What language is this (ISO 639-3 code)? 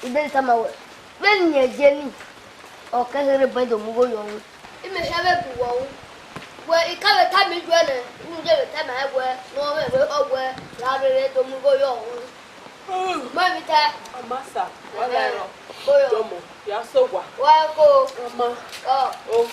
bin